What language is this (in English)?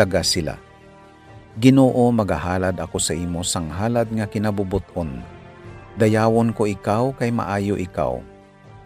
Hiligaynon